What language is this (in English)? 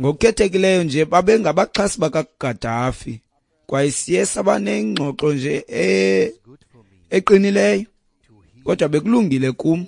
Xhosa